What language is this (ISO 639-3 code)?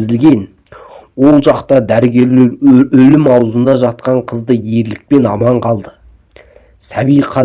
kaz